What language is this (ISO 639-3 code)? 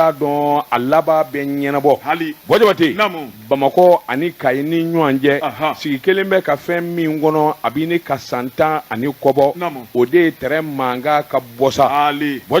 bam